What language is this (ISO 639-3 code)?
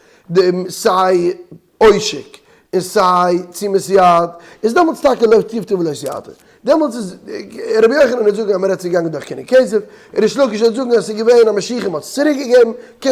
yid